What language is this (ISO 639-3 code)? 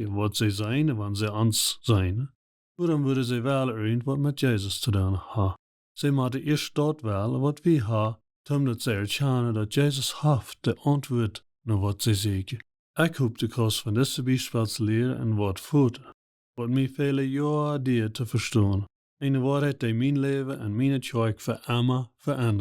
pdt